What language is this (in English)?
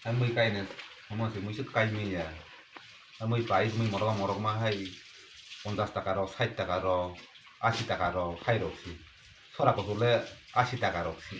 Kok Borok